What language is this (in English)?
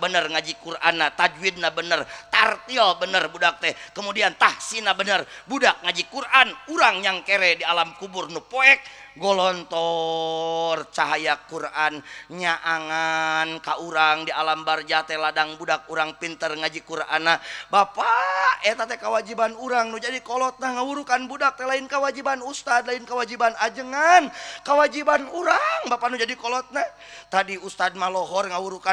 Sundanese